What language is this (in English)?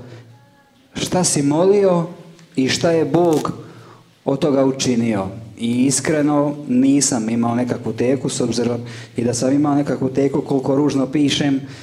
Croatian